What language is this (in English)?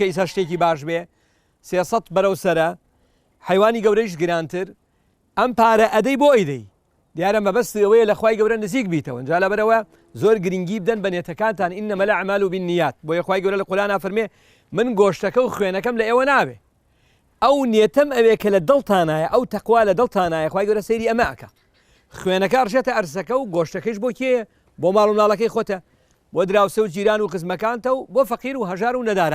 Central Kurdish